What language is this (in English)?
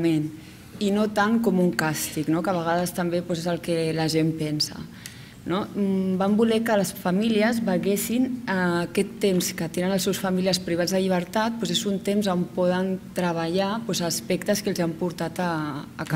Catalan